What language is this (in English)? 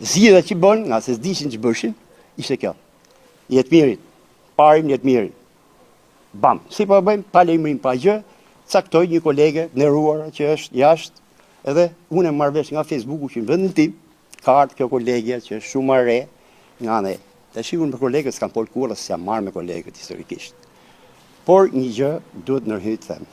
Albanian